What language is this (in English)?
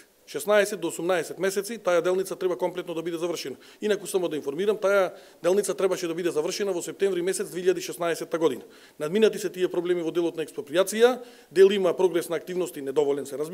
Macedonian